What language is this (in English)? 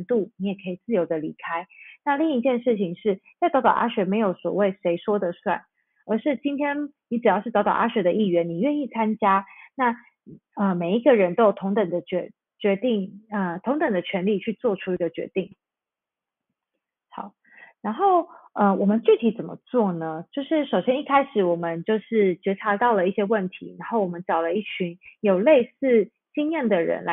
Chinese